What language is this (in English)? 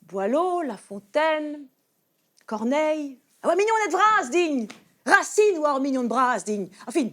Breton